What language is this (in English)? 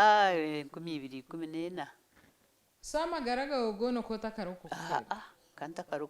Nyankole